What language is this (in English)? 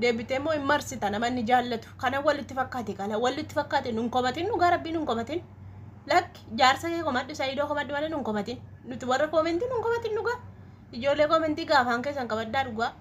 Oromo